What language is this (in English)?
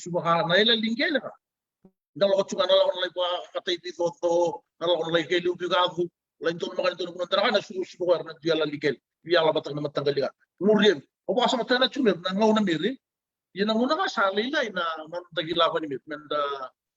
Fijian